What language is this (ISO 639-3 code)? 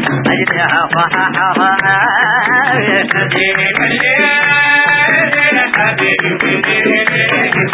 ara